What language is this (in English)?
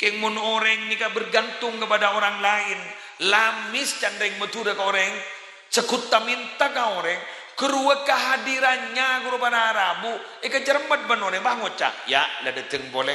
Madurese